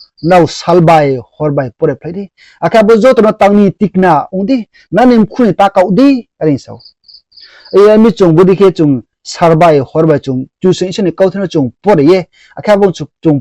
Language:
Riang (India)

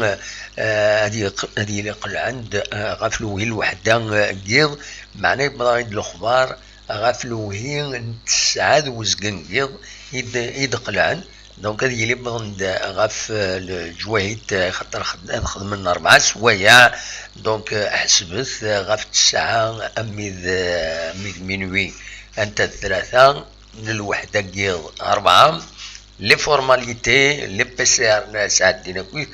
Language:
Kabyle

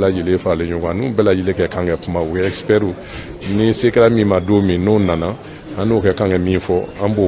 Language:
Bambara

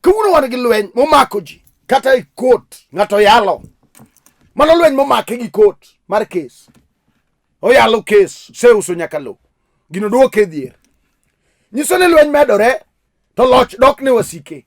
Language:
Luo (Kenya and Tanzania)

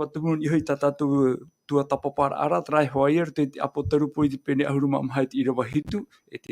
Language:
Tahitian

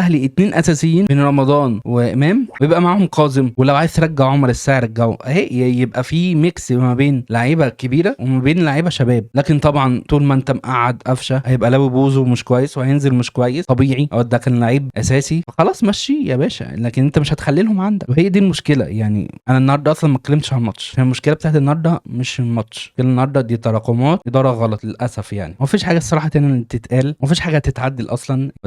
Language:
Egyptian Arabic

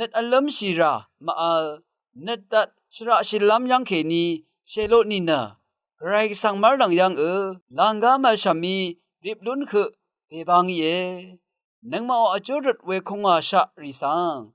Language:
Rawang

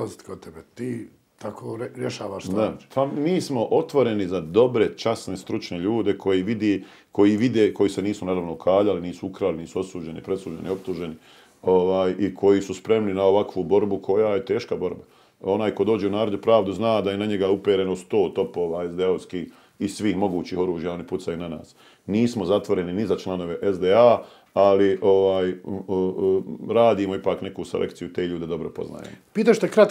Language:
Bosnian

